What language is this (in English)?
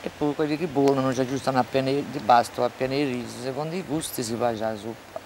Corsican